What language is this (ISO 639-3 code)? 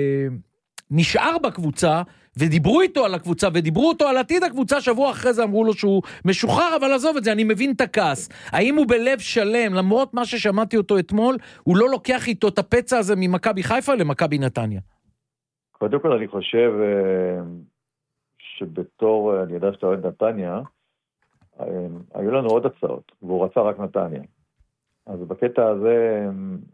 heb